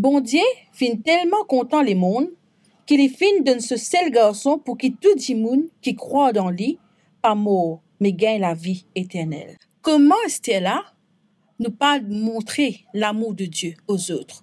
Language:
Morisyen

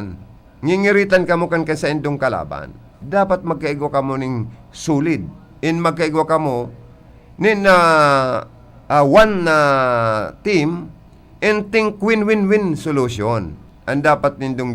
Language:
Bikol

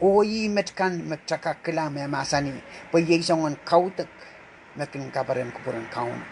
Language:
Pohnpeian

